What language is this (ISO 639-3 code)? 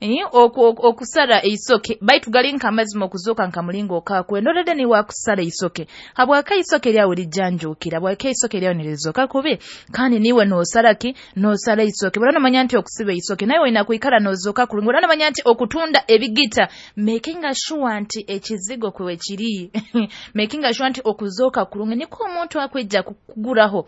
nyo